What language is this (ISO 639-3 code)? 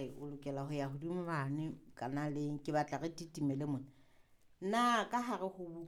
sot